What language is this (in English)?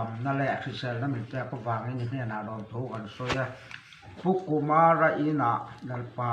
Mizo